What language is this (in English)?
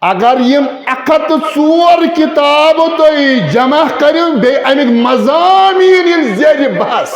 Kashmiri